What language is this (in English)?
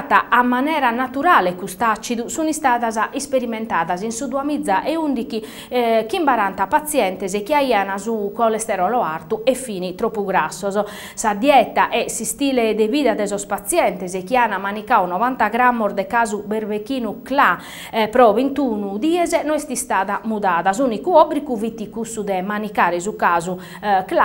Sardinian